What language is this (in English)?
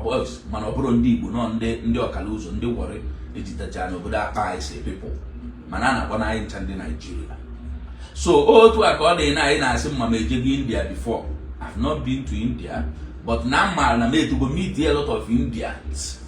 Igbo